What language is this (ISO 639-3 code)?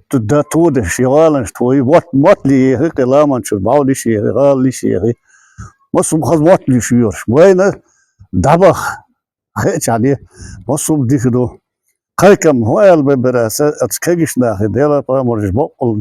che